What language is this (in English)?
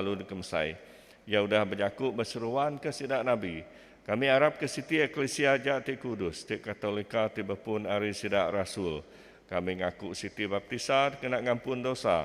Iban